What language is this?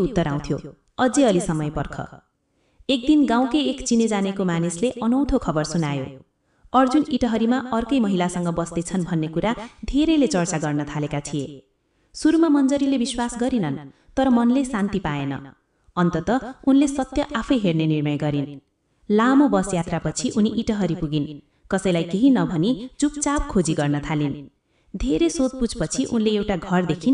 Nepali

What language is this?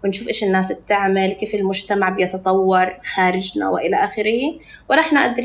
North Levantine Arabic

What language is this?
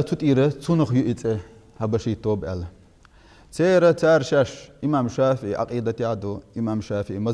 Chechen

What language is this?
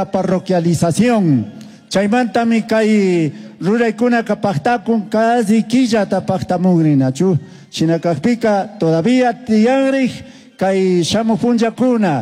Chimborazo Highland Quichua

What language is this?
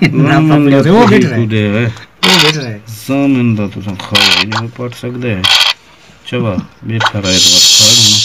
Saraiki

